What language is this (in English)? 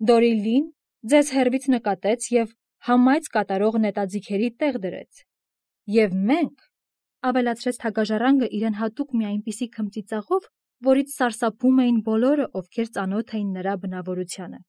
Armenian